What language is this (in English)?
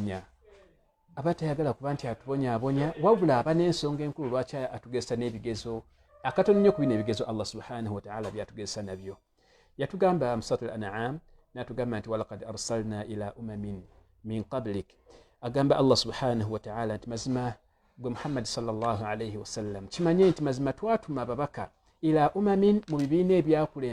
Ganda